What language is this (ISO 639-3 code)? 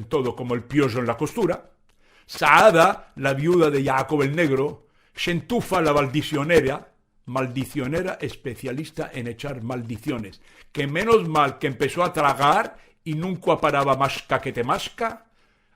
lad